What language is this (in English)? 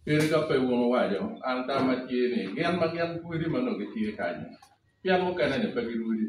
Acoli